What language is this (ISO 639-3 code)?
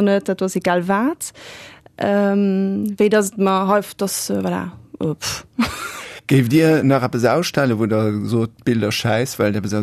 ltz